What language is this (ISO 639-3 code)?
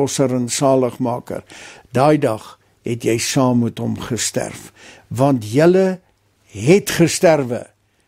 afr